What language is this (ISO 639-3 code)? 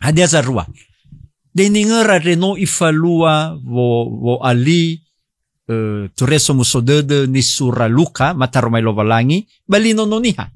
nia